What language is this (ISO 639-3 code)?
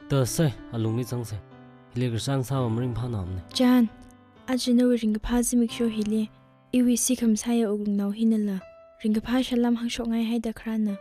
nmf